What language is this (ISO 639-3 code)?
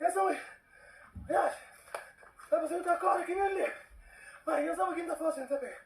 kea